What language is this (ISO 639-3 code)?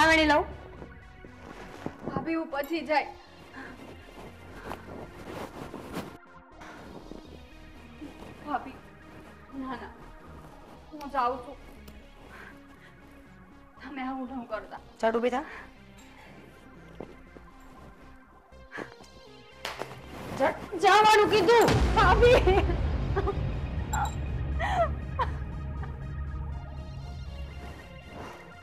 guj